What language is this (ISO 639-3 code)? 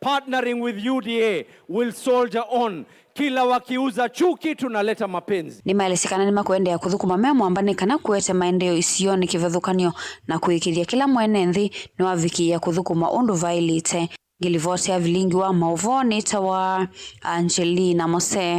kam